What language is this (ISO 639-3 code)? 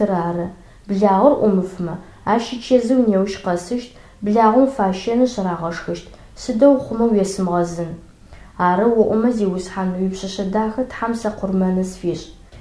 ady